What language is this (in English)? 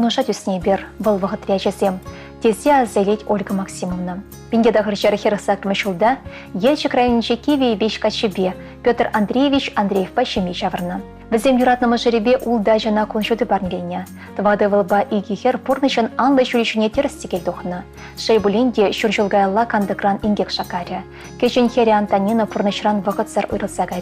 Chuvash